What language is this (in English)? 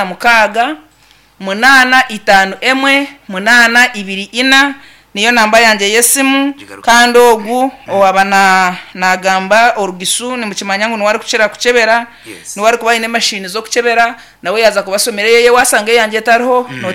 Nyankole